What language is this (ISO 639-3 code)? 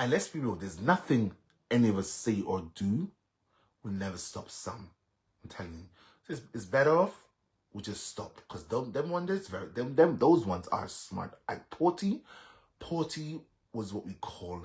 jam